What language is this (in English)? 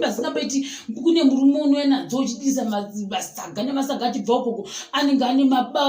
Shona